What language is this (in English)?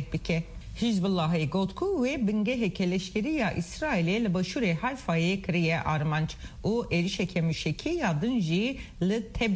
Kurdish